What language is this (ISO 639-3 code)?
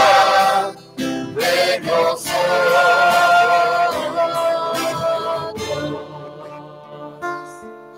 spa